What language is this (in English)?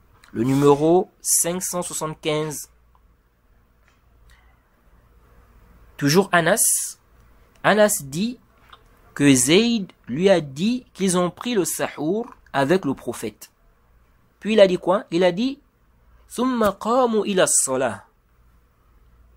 French